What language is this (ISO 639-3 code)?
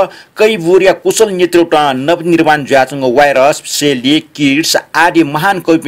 new